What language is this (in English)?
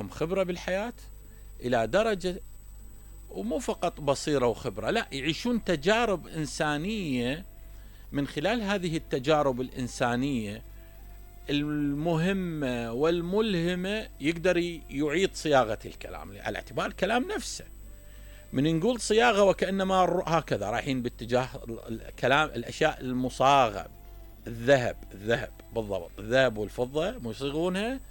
Mesopotamian Arabic